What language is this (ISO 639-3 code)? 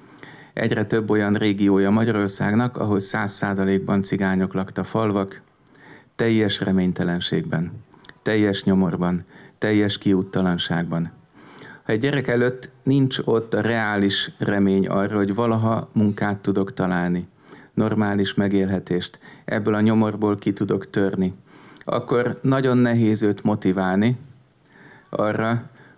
hun